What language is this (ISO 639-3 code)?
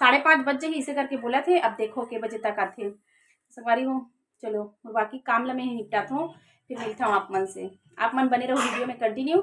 hne